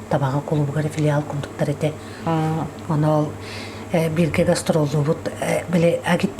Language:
Yakut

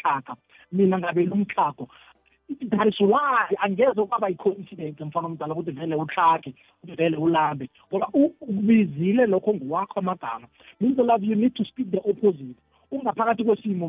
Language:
South Ndebele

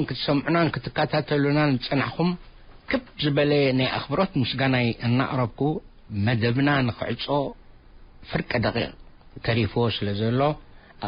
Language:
Tigrinya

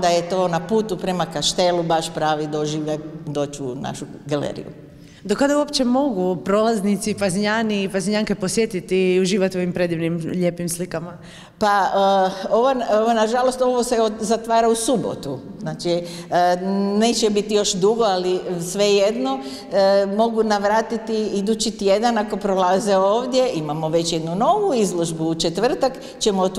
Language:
Croatian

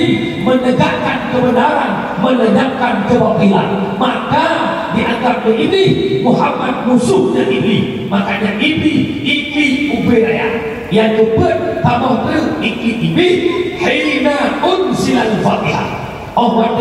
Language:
Achinese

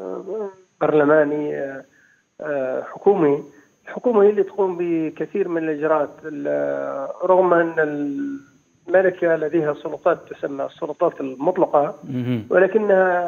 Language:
Arabic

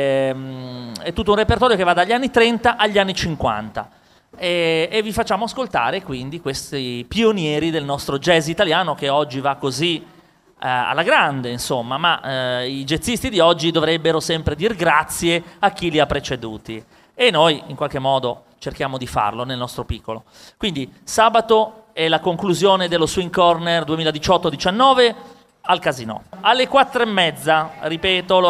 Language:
Italian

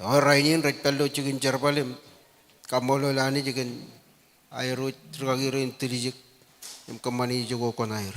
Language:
Marshallese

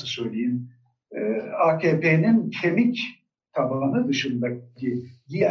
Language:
Turkish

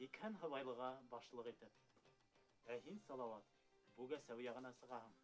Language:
Bashkir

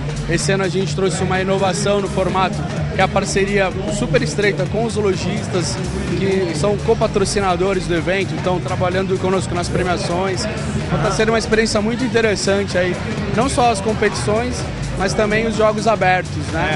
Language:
Portuguese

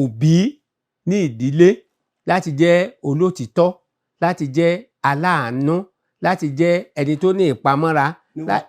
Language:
Yoruba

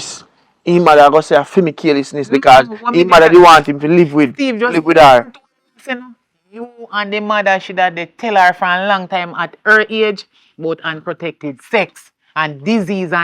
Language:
Jamaican Creole English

